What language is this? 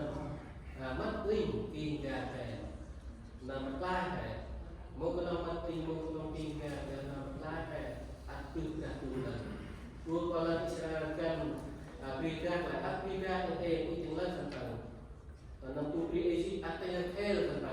Central Mnong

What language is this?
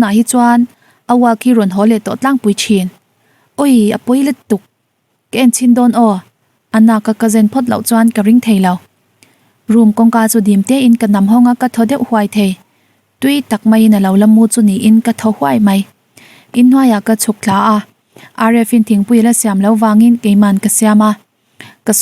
Mizo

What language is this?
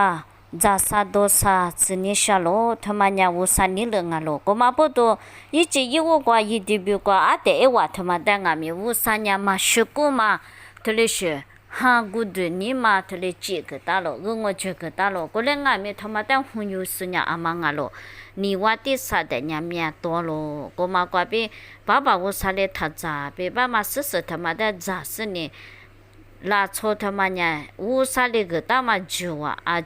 Lisu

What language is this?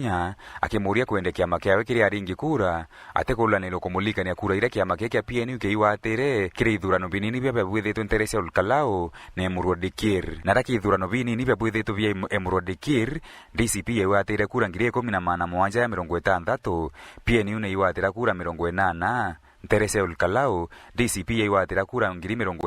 Meru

